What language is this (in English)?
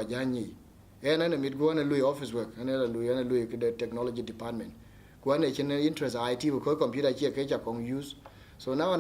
Dinka